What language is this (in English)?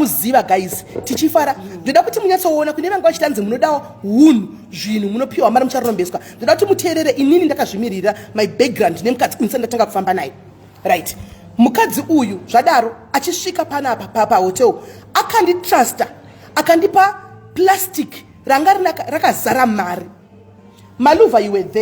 Shona